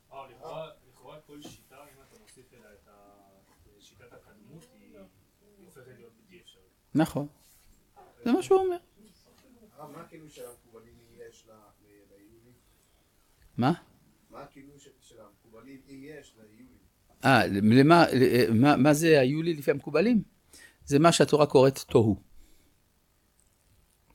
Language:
Hebrew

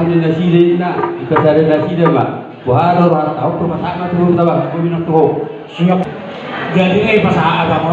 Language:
Batak Toba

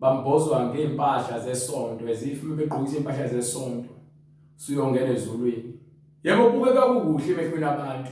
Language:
Zulu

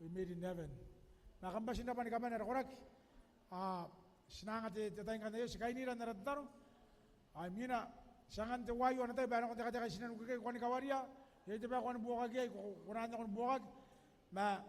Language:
Gilbertese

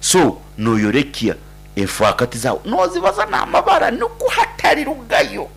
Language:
Nyankole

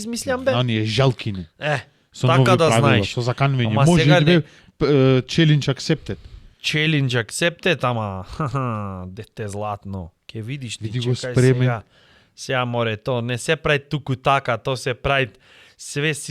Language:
Macedonian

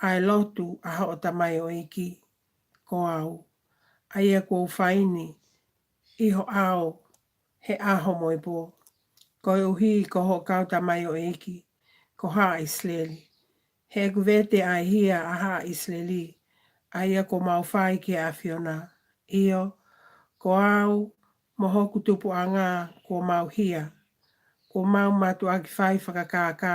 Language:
Tongan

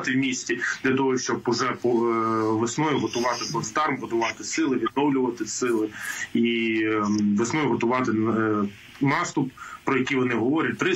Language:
Ukrainian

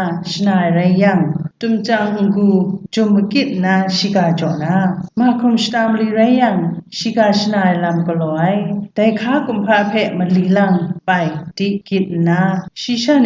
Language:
Kachin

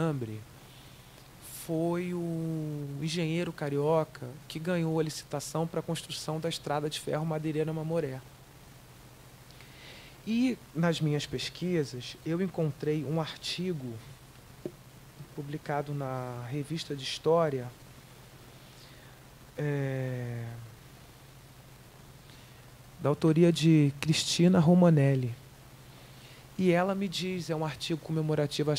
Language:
Portuguese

